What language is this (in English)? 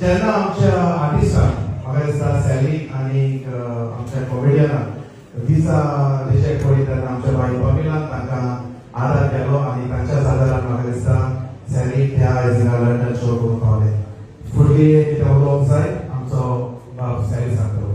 Konkani